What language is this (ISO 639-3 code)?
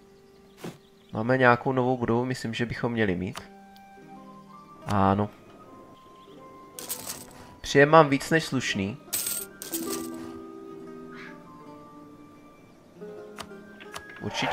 ces